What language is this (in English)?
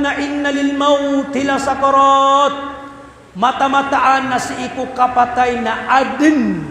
Maranao